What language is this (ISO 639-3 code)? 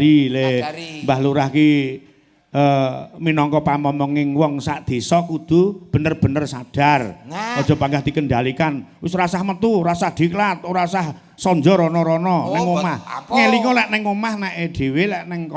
jav